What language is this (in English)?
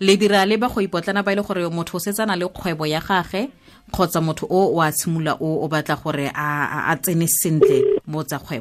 Tswana